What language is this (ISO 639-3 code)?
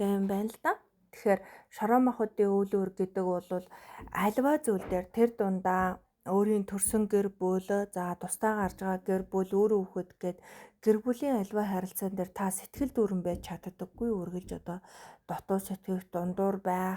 mon